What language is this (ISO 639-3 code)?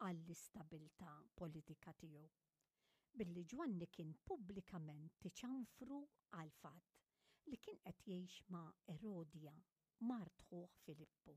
mlt